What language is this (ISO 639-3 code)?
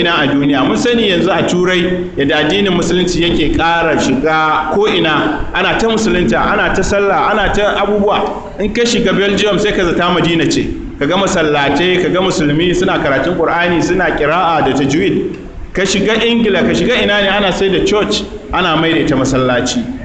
hau